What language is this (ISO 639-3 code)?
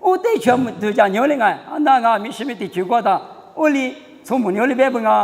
lis